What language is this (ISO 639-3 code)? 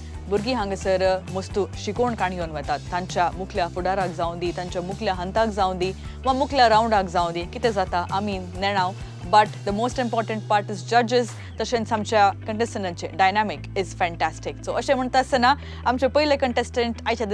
kok